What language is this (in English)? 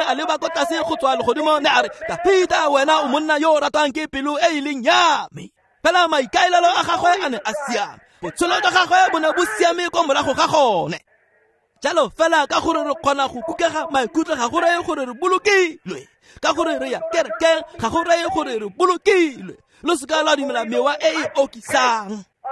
Tswana